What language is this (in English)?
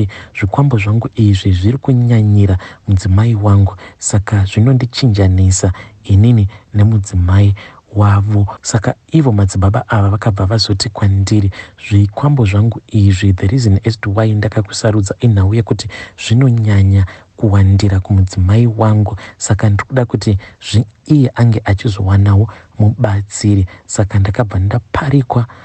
Shona